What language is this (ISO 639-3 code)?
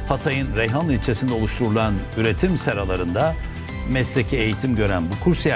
tur